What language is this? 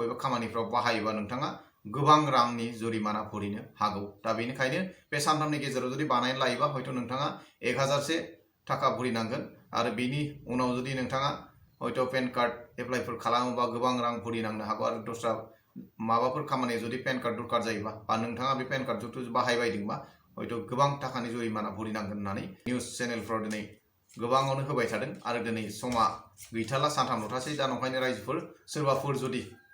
Bodo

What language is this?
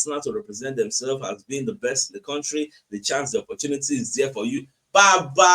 Nigerian Pidgin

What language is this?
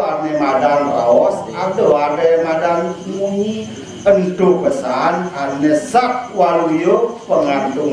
Balinese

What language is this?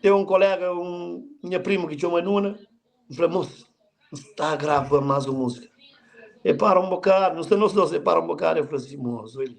Kabuverdianu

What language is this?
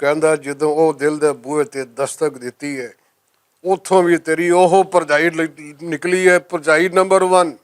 Western Panjabi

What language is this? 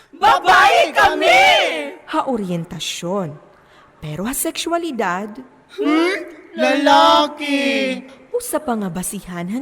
Waray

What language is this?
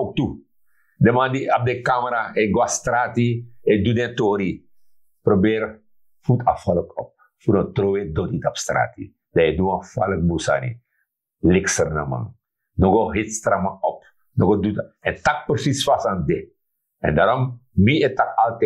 Sranan Tongo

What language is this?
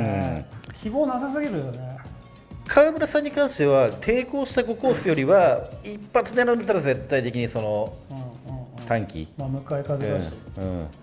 Japanese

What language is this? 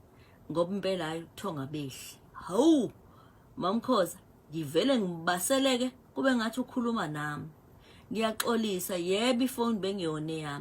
Zulu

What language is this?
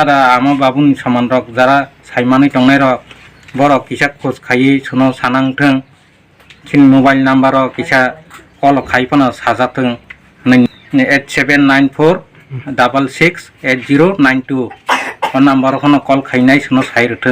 Kok Borok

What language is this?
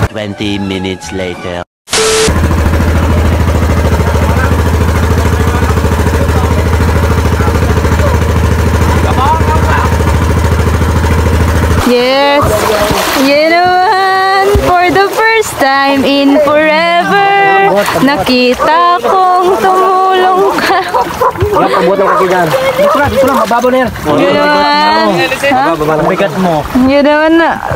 Filipino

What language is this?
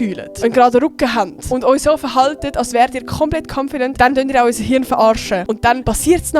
Swiss German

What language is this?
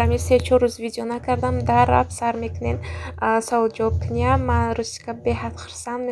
Tajik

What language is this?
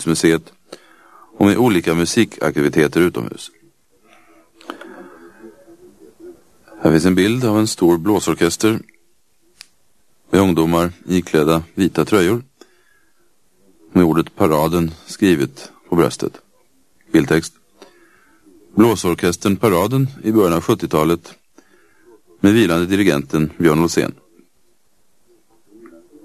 Swedish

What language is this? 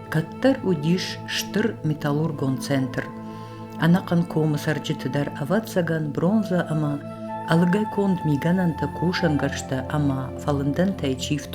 Ossetic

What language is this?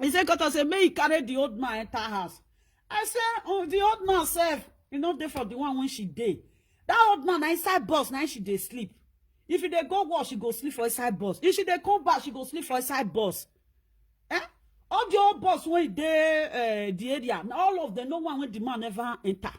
Nigerian Pidgin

